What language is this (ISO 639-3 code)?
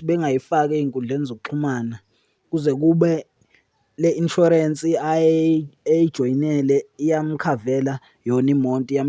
zul